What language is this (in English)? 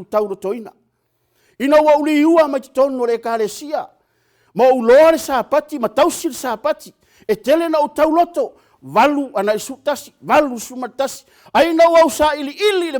Samoan